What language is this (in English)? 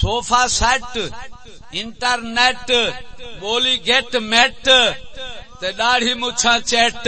Saraiki